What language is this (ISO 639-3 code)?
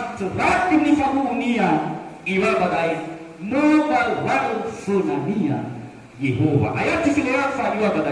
nia